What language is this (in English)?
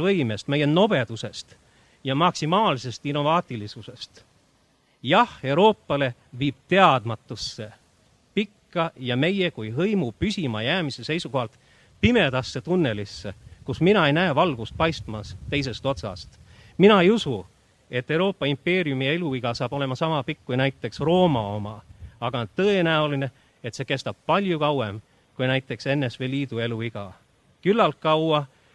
Estonian